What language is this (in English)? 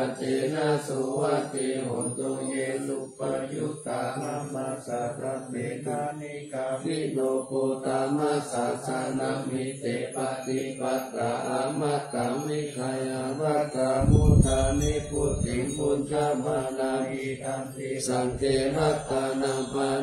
Pali